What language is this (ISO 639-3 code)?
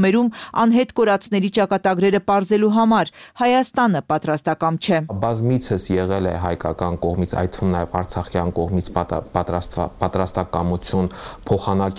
hye